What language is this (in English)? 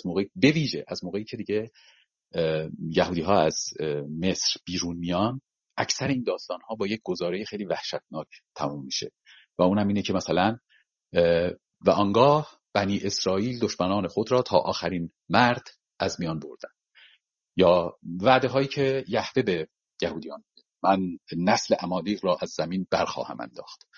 Persian